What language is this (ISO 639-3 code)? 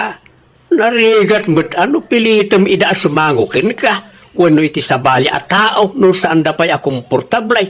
ilo